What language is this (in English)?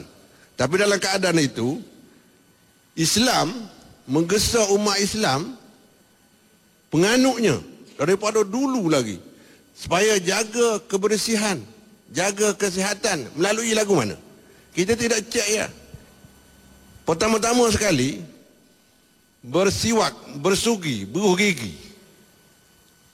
Malay